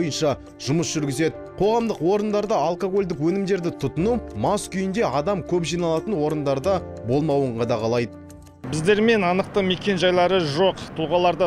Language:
Kazakh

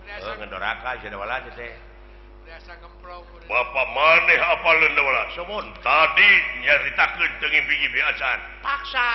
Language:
Sundanese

